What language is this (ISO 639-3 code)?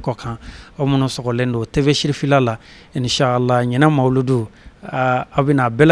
bam